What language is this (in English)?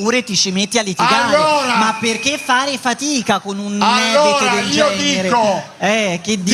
Italian